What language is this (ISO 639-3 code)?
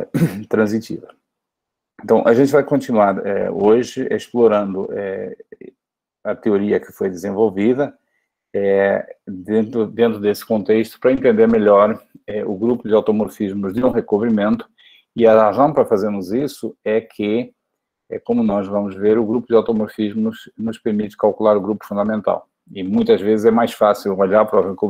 por